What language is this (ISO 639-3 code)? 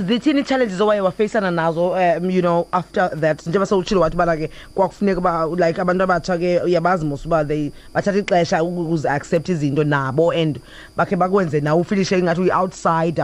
xho